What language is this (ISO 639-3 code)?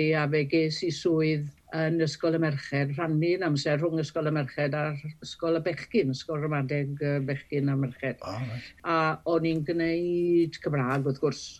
cym